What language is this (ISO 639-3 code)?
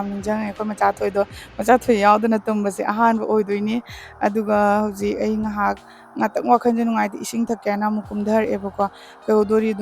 mni